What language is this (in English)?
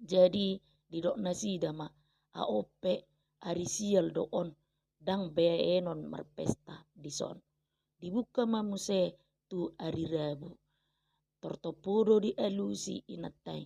Batak Toba